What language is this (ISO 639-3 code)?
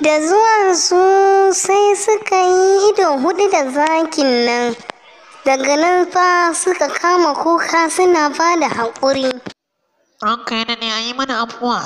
hau